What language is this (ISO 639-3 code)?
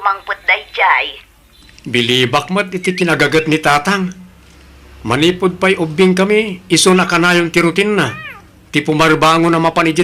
ilo